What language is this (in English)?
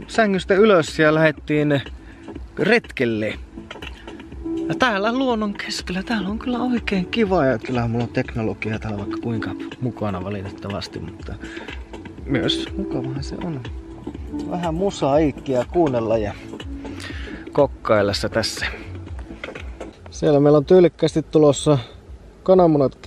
Finnish